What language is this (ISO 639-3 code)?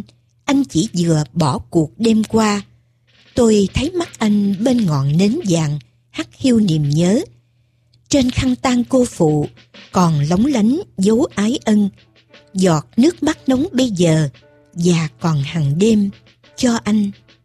vie